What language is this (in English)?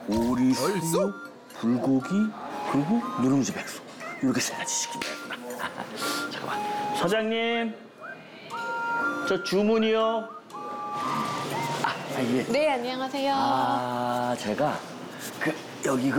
Korean